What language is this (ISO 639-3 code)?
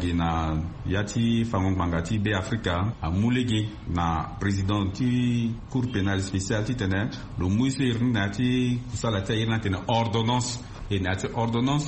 sag